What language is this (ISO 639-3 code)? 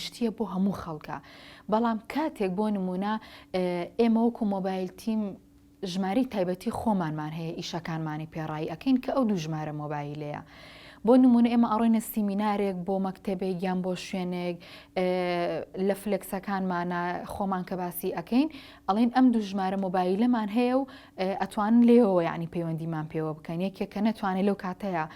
ckb